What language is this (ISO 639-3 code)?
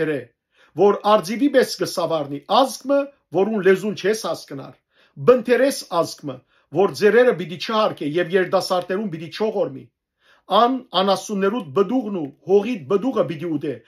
hyw